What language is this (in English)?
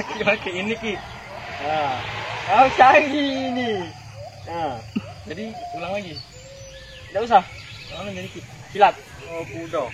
Musi